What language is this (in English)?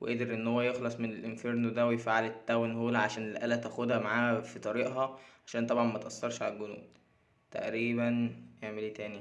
Egyptian Arabic